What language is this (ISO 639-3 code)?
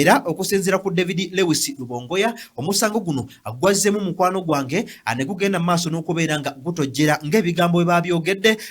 lug